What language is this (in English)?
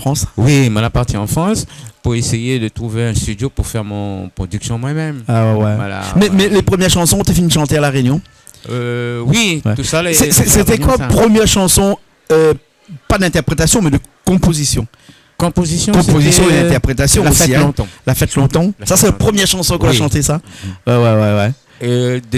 Réunion Creole French